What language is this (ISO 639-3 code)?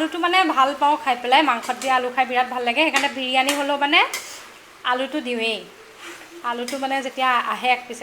asm